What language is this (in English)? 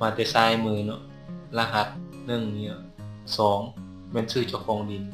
Lao